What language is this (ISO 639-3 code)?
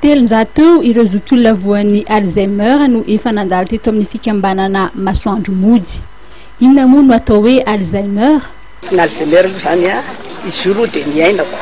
mlg